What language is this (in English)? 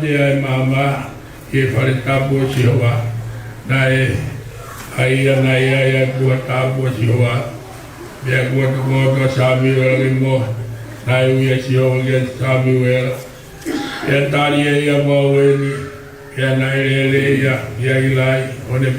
Tongan